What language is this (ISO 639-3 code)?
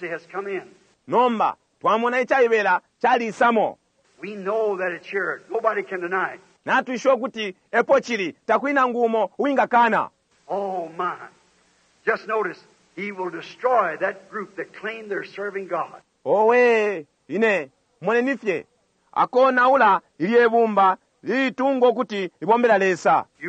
bem